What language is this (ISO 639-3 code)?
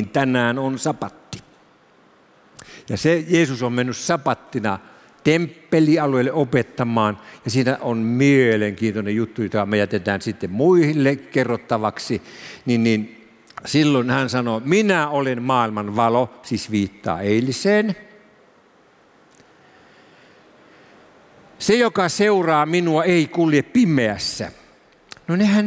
fin